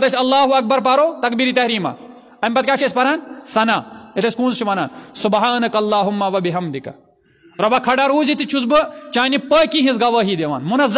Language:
Kashmiri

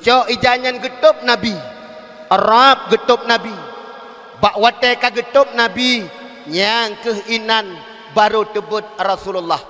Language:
Achinese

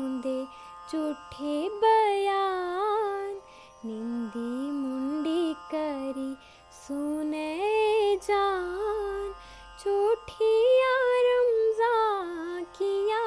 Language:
Dogri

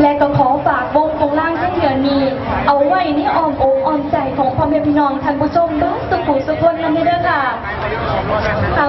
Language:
Lao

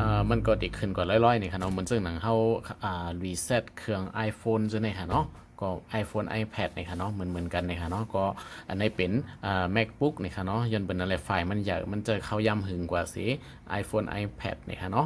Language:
Shan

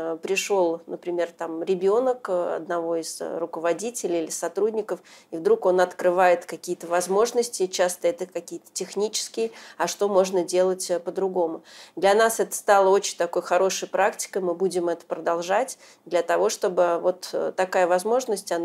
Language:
Russian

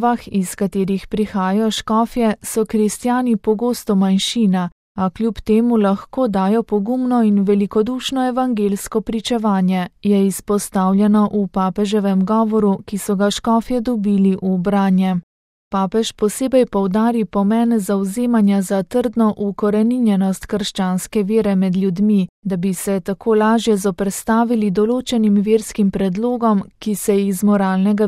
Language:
Slovenian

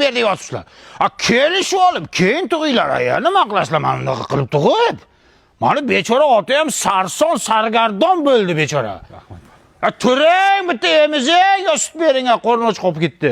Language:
Uzbek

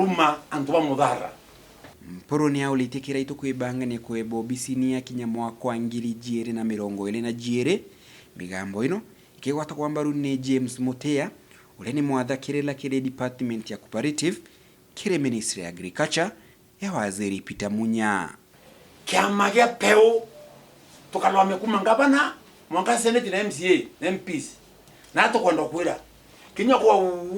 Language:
Meru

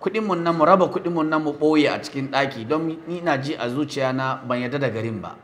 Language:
Hausa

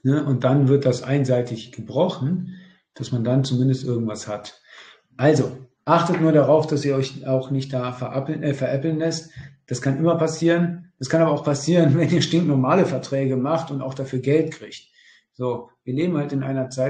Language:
German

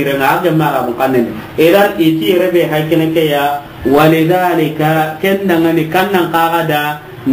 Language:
Soninke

